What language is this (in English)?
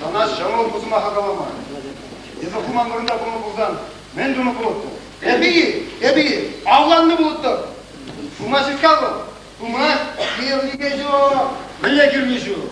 Chuvash